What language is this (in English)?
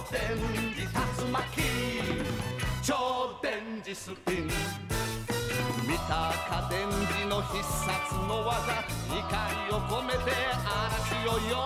Japanese